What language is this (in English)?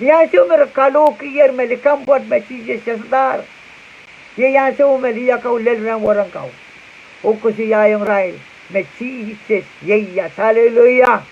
Pohnpeian